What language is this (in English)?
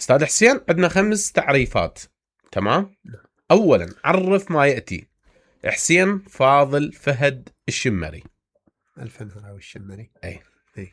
Mesopotamian Arabic